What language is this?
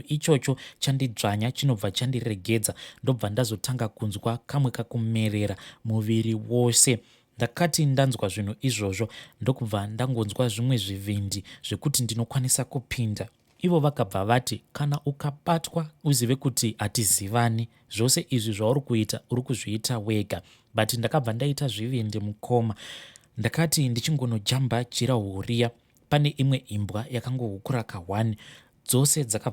Shona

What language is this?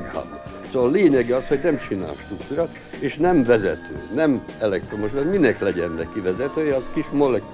Hungarian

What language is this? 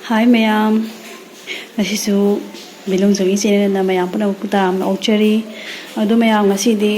Manipuri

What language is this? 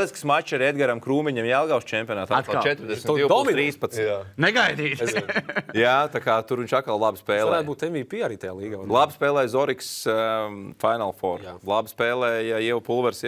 Latvian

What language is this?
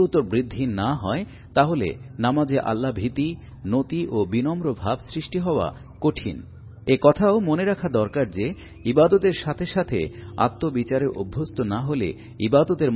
Bangla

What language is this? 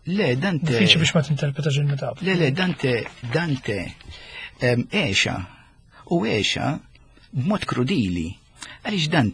Maltese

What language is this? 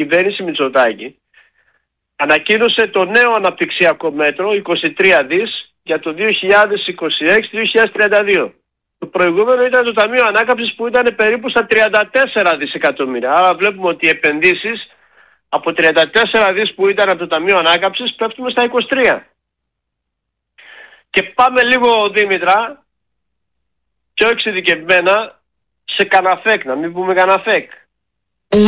Greek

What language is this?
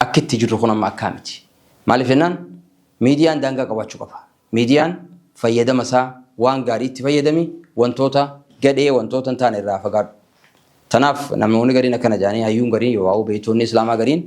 Oromo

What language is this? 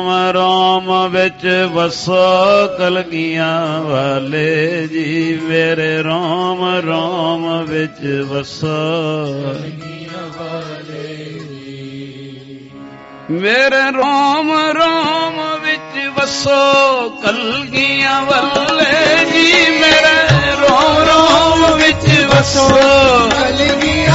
Punjabi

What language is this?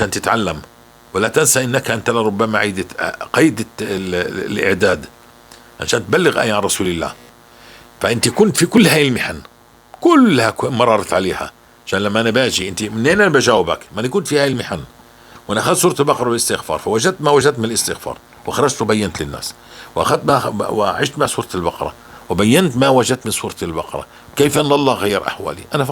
North Levantine Arabic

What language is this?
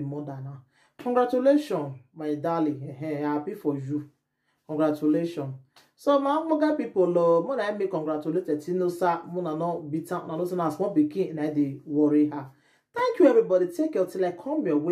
Nigerian Pidgin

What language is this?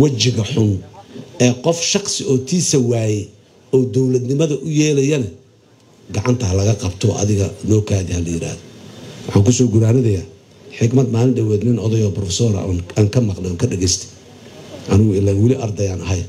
Somali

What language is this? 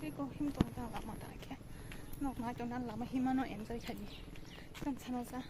Kok Borok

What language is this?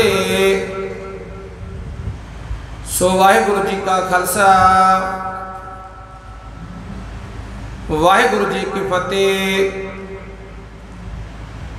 Punjabi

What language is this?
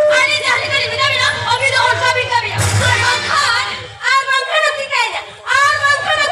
Santali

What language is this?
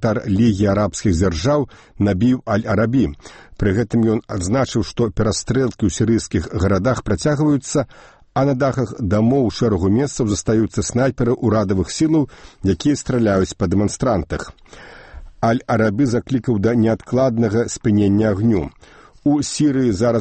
Belarusian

